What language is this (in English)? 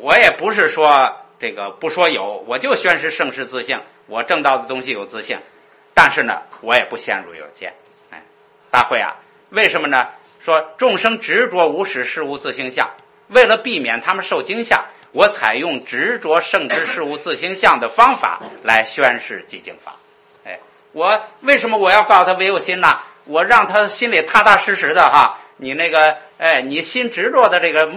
Chinese